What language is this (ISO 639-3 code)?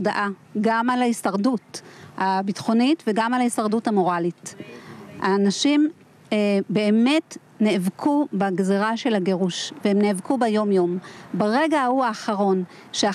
heb